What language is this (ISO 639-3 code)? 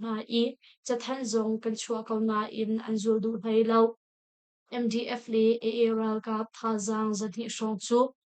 cnh